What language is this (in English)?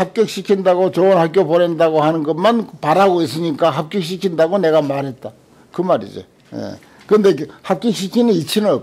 Korean